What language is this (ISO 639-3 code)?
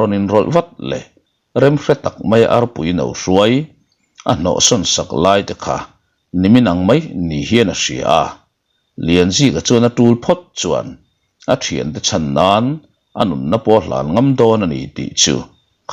lus